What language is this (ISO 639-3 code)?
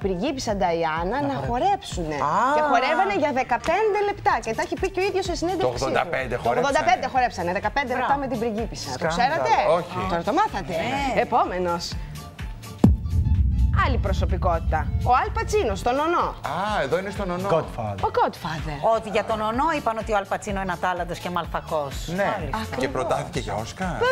ell